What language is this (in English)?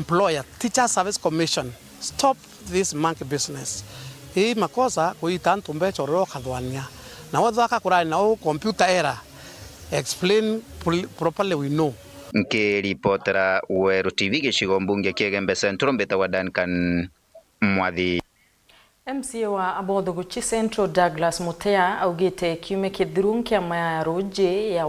Meru